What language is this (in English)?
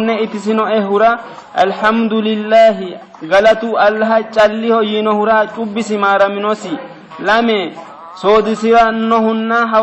Sidamo